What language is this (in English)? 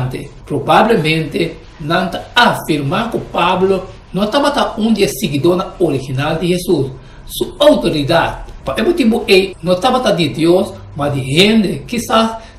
Papiamento